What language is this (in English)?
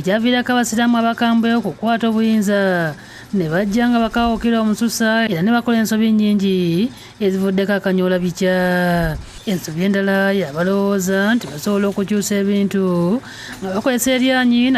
Ganda